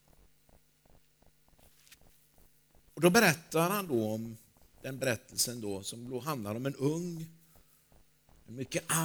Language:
Swedish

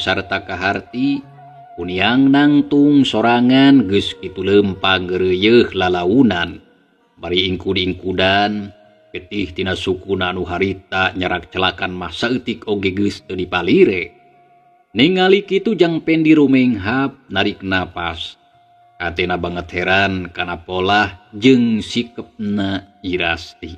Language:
Sundanese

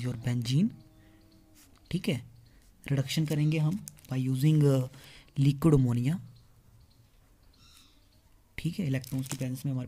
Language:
Hindi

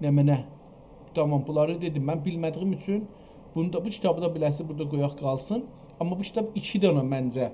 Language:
South Azerbaijani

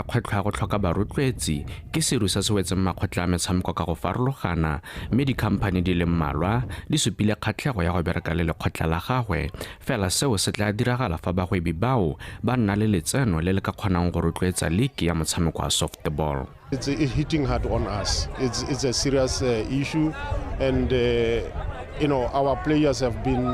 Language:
Tswana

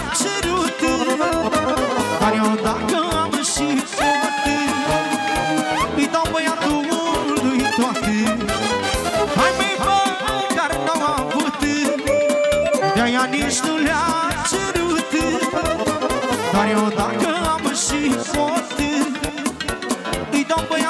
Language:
Romanian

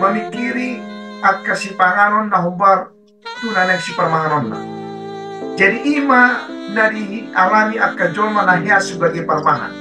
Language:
Batak Toba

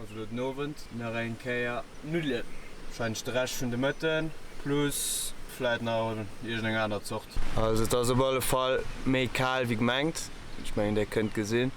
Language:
Luxembourgish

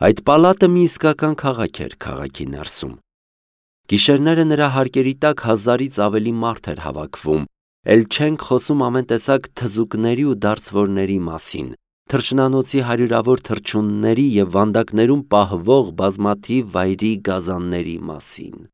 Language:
Armenian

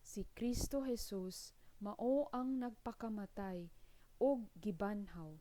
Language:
Cebuano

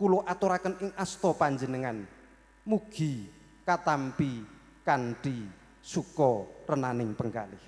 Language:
Javanese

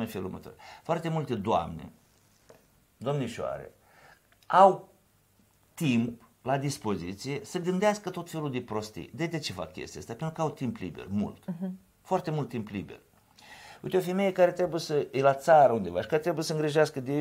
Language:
Romanian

